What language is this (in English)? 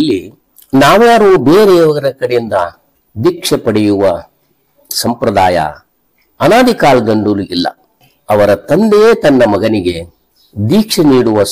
Kannada